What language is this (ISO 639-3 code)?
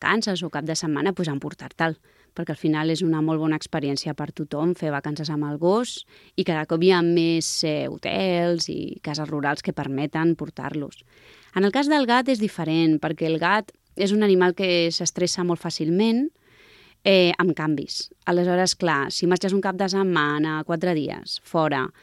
cat